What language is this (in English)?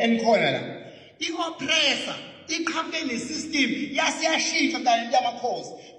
Zulu